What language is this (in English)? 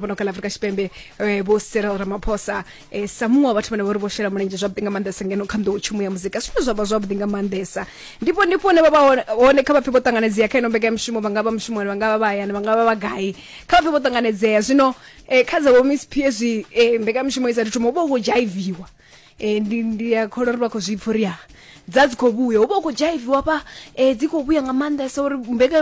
Venda